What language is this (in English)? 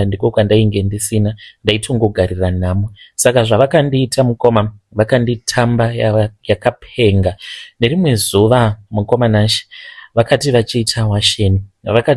Shona